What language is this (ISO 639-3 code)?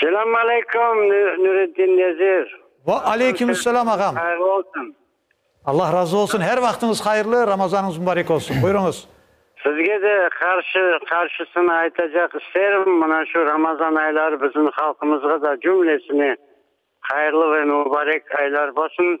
crh